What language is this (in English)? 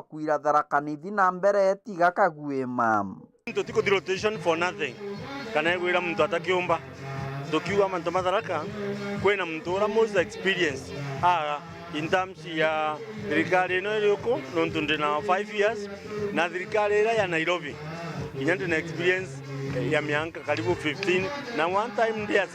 Meru